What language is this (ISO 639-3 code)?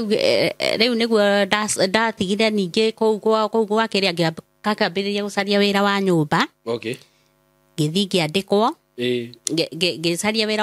kik